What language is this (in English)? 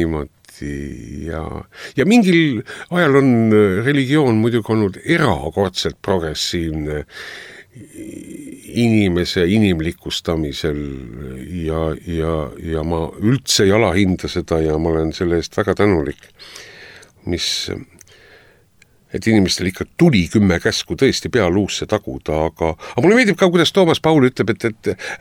Estonian